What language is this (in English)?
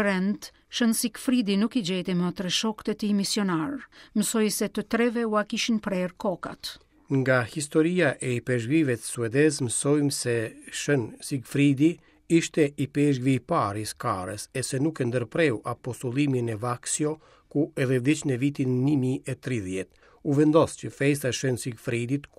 Albanian